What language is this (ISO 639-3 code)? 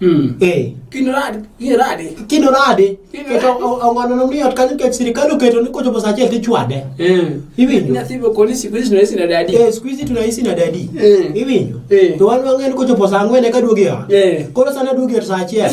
luo